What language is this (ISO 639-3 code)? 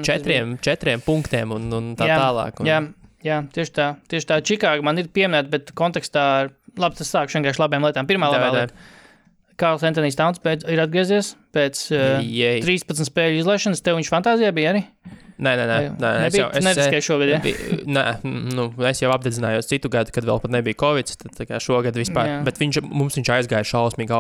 lav